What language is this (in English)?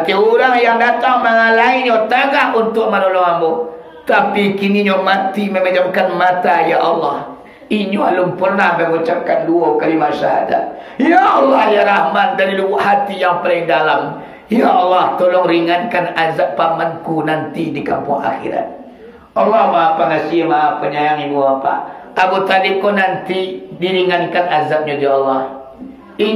Minangkabau